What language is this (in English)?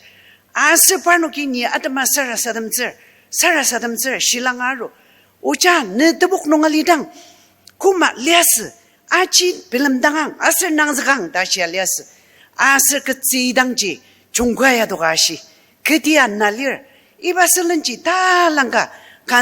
Ao Naga